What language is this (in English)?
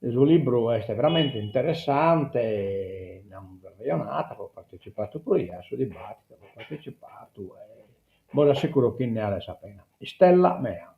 Sardinian